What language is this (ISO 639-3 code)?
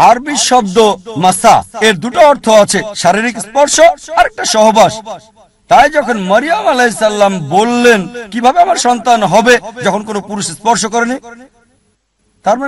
ben